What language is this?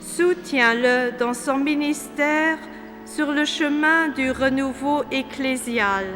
Luxembourgish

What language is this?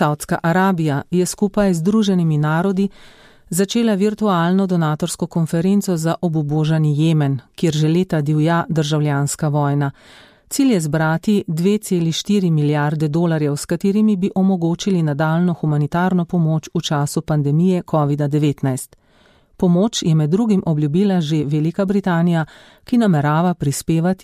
Slovenian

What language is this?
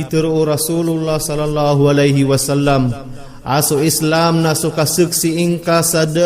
Maranao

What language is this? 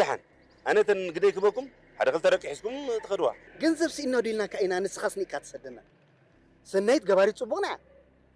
Tigrinya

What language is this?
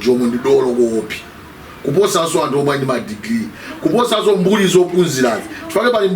Nyanja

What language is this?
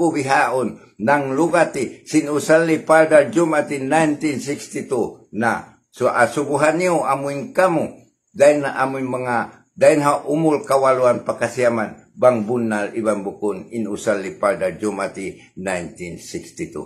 Tausug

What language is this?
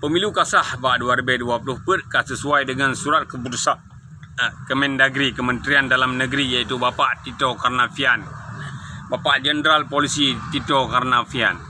Achinese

